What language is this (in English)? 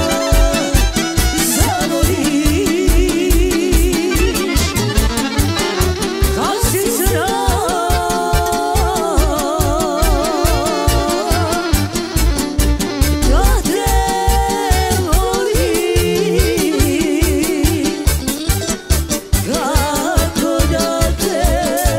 Croatian